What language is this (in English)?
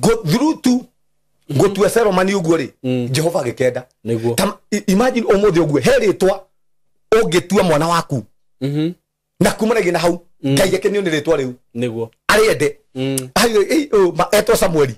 Kikuyu